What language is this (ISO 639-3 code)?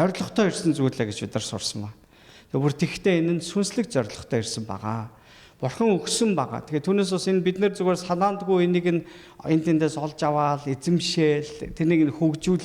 mon